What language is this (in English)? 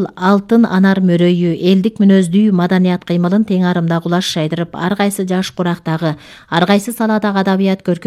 Kyrgyz